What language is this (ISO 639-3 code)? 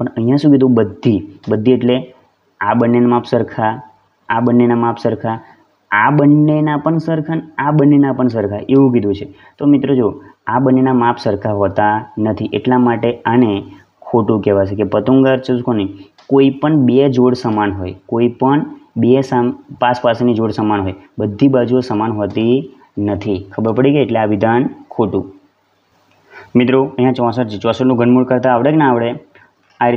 guj